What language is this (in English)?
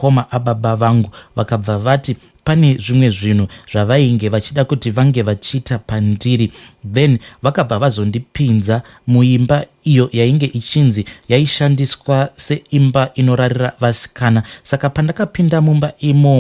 Shona